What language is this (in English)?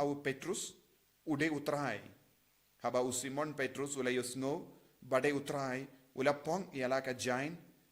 Khasi